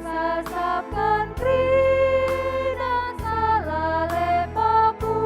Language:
Batak Karo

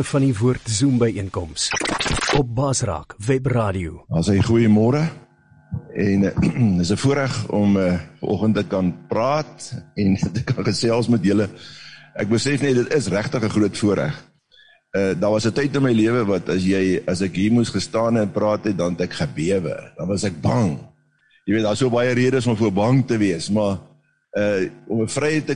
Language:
Afrikaans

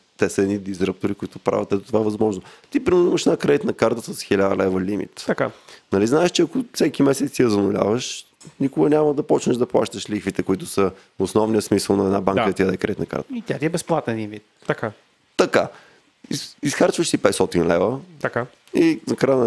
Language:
Bulgarian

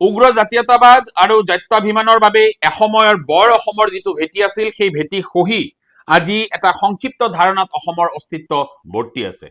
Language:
Assamese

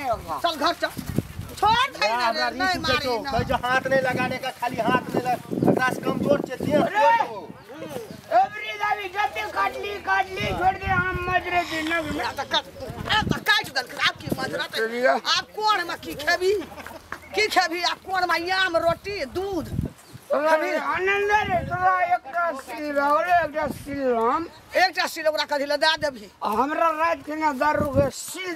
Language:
Maithili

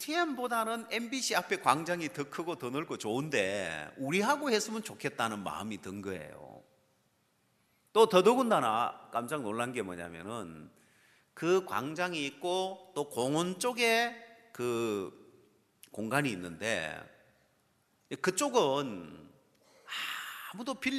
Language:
Korean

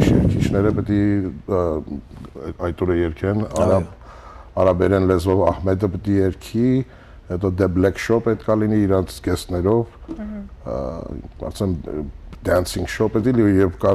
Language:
Western Armenian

